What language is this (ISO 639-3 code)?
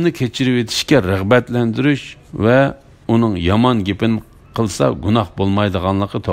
uig